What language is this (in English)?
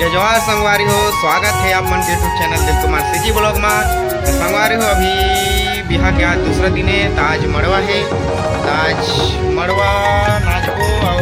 Chhattisgarhi